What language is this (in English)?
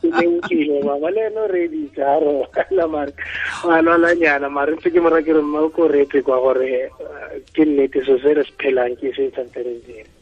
Tswana